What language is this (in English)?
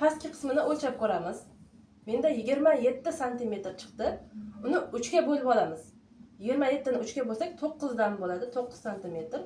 Uzbek